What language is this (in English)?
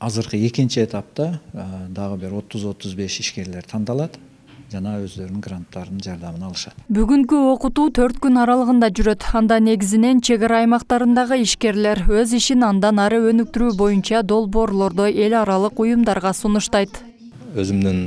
Kyrgyz